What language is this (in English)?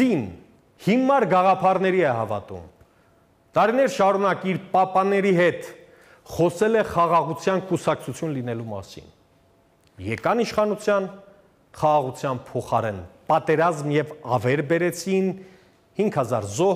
Armenian